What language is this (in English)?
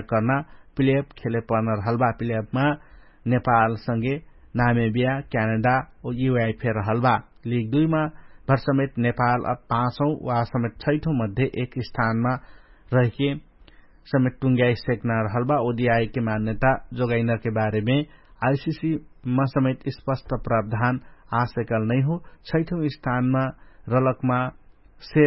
Dangaura Tharu